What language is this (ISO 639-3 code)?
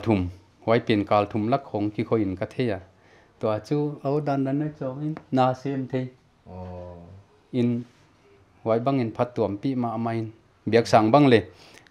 pck